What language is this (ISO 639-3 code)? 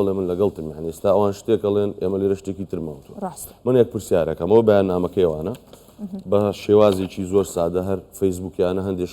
ckb